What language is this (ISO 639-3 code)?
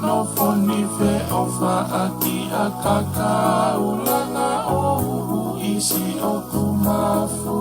ton